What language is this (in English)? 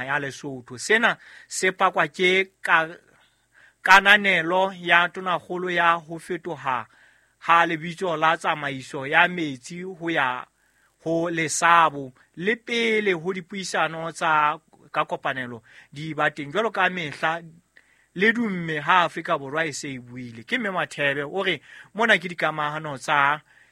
Southern Sotho